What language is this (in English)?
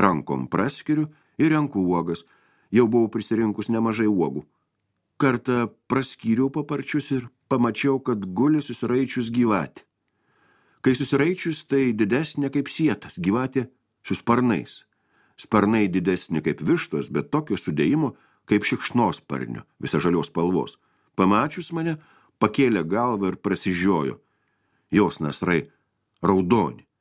Lithuanian